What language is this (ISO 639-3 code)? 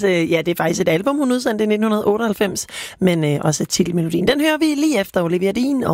dan